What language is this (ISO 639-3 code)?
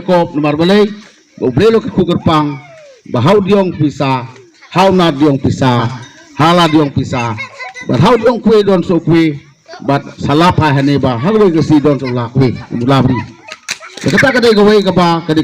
kha